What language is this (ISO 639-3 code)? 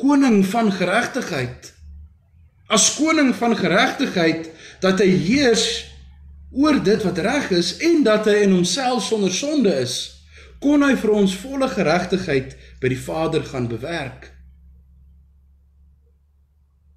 afr